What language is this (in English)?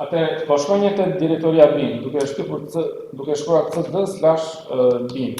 Albanian